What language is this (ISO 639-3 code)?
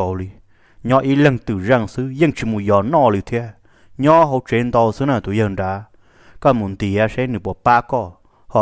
vie